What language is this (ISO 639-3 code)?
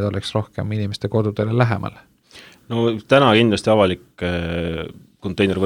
est